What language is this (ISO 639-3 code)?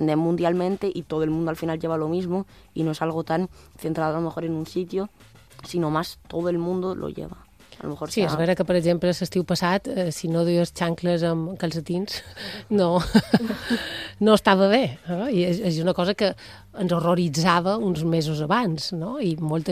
cat